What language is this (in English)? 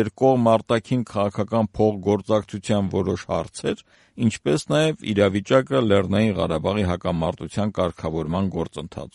Armenian